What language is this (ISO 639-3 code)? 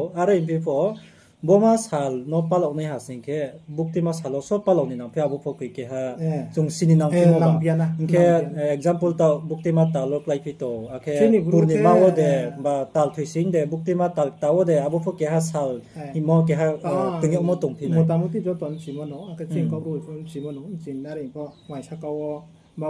ria